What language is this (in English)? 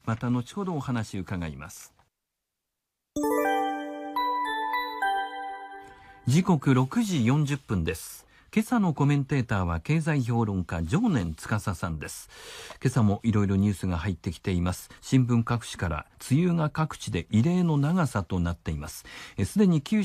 Japanese